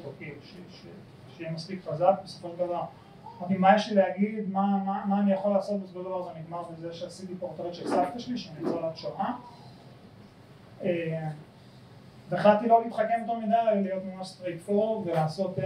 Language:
Hebrew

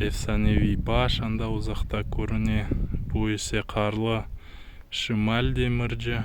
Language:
Crimean Tatar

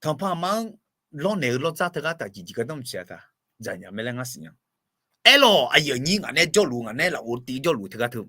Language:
Akha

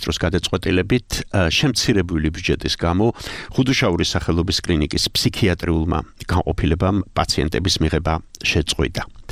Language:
Georgian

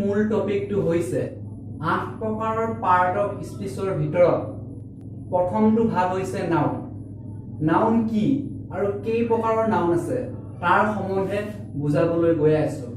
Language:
Assamese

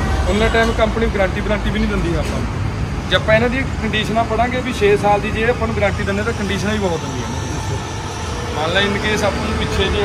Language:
Punjabi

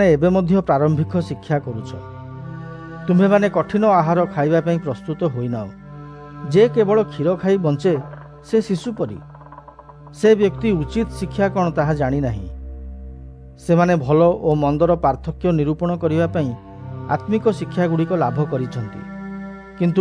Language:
Odia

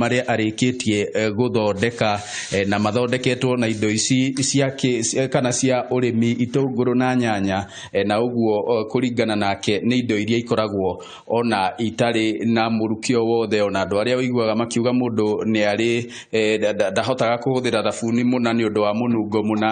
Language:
Kikuyu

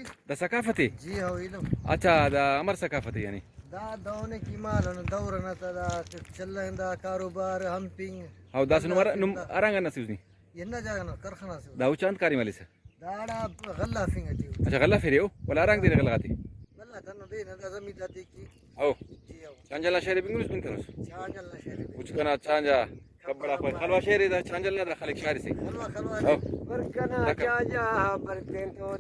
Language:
Brahui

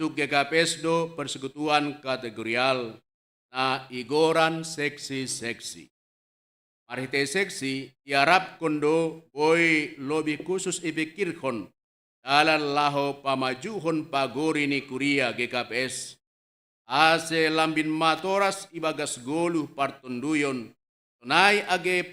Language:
Batak Simalungun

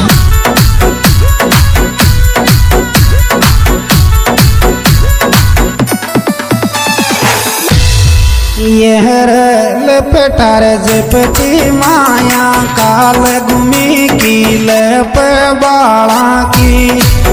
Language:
Hindi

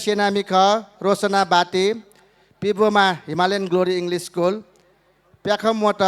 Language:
Newari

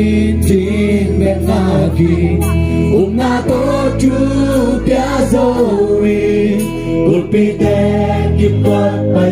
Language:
Tedim Chin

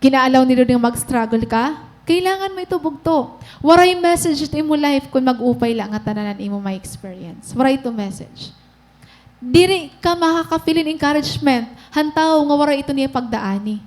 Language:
Waray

